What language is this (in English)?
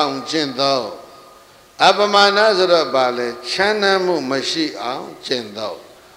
Burmese